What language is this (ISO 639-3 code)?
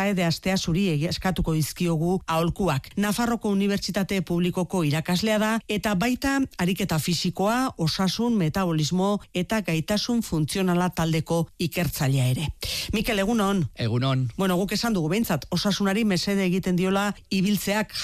eus